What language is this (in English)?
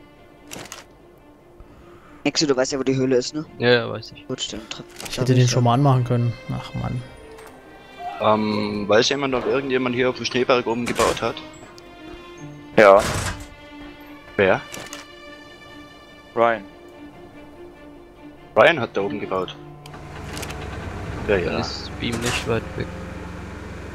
German